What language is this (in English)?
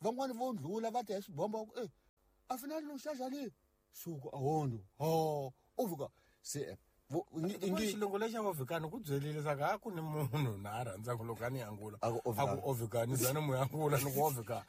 Tsonga